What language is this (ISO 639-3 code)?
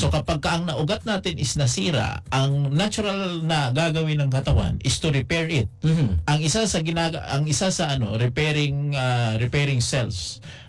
fil